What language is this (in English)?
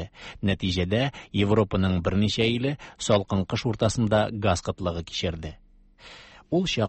Tatar